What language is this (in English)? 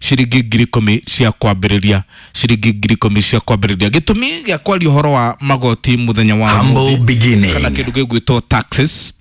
Kikuyu